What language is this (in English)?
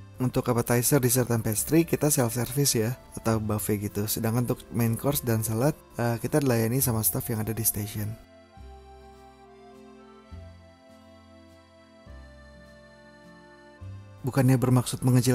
Indonesian